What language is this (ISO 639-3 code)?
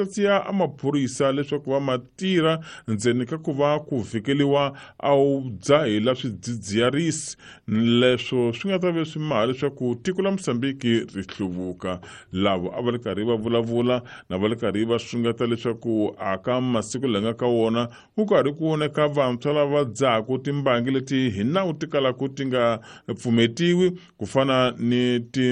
tso